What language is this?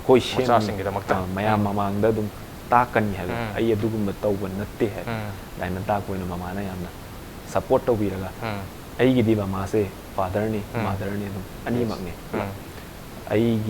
Manipuri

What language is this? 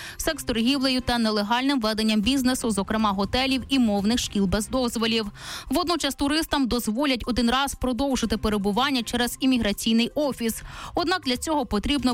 Ukrainian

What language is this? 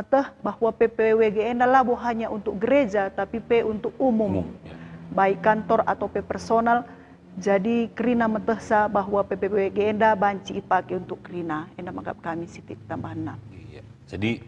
Batak Karo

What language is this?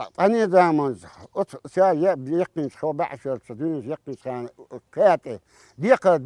Chechen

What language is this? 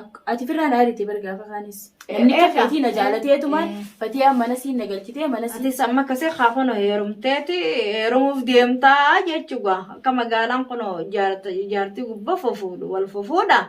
Oromo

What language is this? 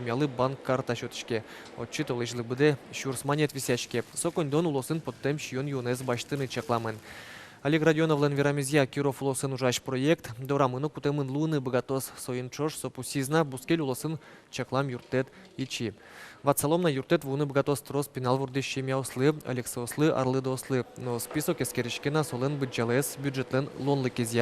Udmurt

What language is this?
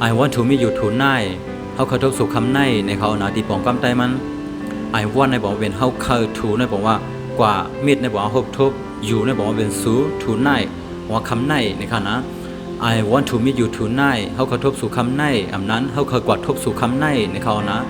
Shan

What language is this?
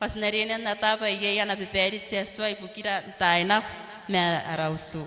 Gilbertese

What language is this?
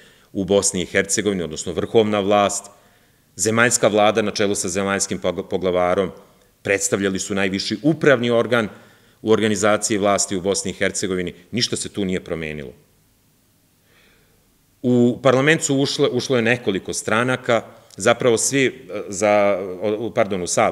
Serbian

